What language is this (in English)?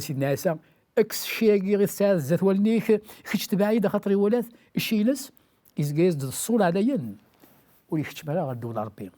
Kabyle